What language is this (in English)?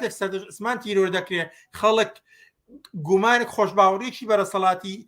Central Kurdish